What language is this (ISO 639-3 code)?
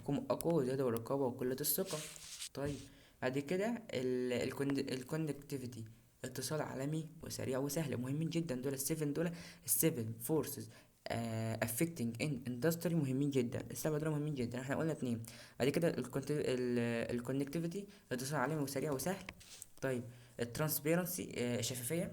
arz